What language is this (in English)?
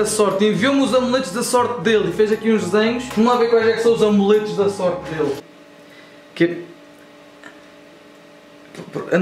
Portuguese